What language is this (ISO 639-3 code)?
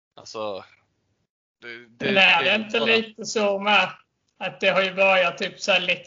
swe